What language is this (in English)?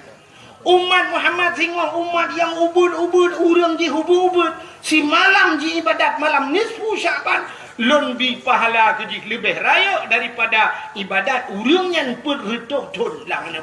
Achinese